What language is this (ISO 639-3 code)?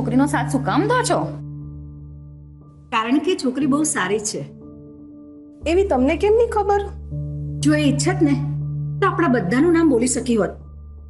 guj